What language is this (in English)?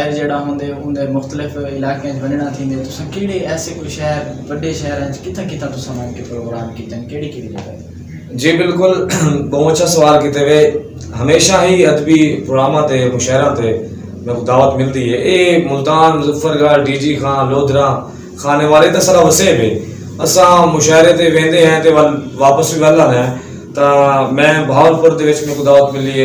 Saraiki